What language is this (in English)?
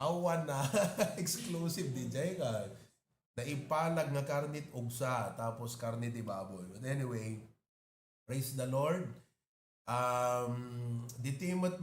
Iloko